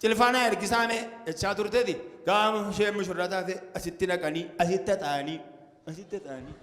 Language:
Oromo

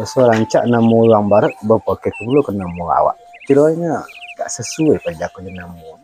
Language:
Minangkabau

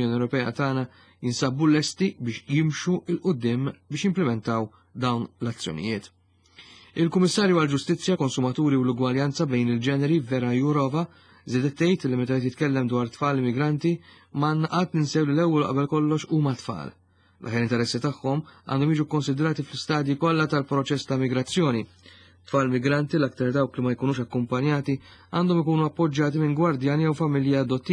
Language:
Maltese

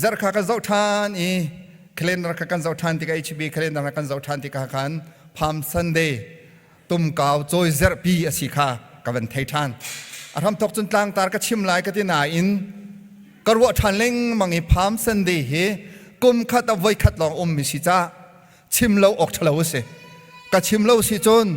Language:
Hakha Chin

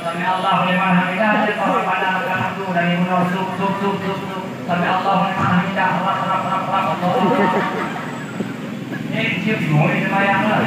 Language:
Achinese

